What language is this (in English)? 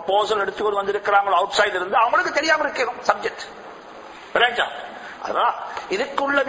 Tamil